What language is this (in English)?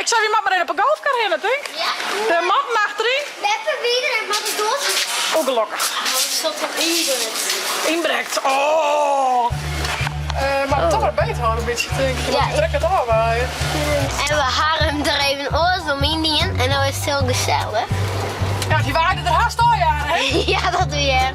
Western Frisian